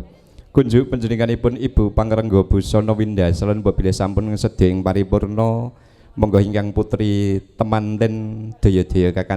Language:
Javanese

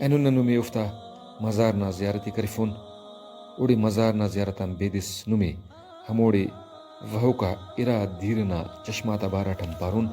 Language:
Brahui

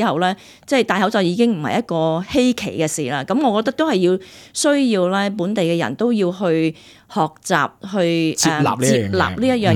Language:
Cantonese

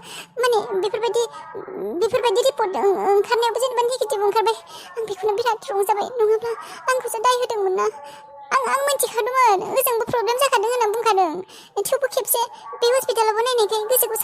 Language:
Bodo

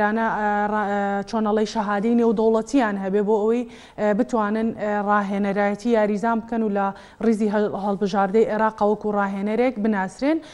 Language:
Central Kurdish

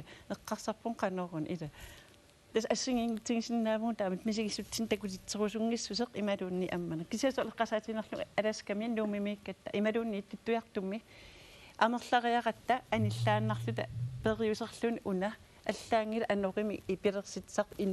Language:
Kalaallisut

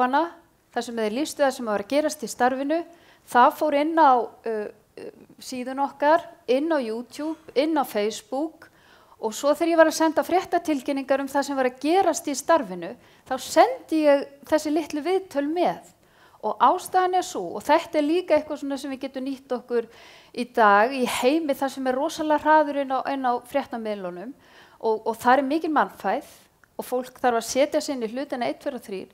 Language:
Icelandic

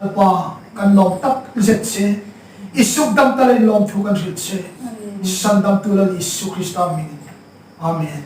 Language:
Hmar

